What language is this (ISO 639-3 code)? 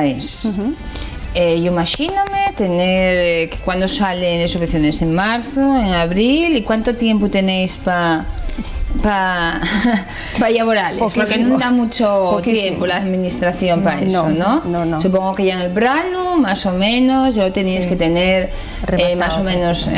ast